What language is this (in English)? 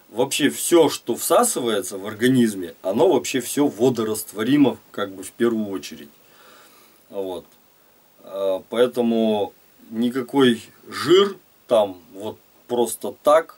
Russian